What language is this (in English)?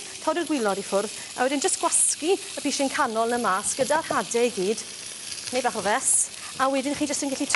Welsh